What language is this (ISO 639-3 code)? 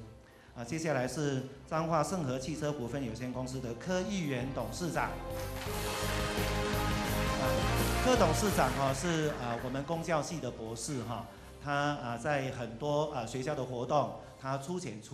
zho